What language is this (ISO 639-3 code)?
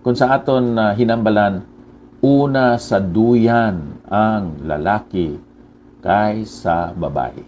hil